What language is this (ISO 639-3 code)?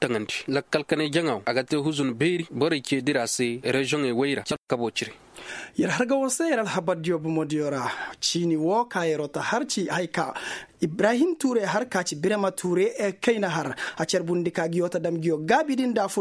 ses